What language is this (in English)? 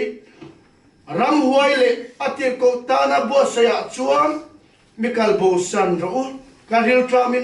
Mizo